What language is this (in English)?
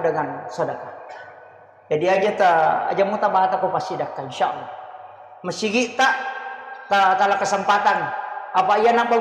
Buginese